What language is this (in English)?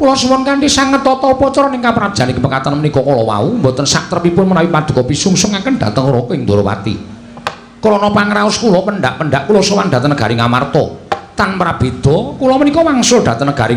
Javanese